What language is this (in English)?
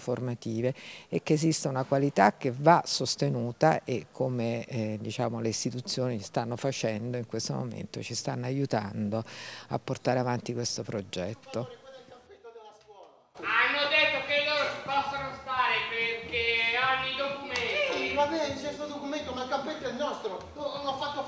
Italian